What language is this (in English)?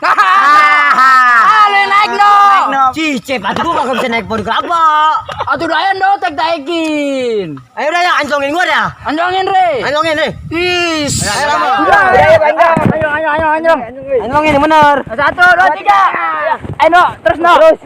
Betawi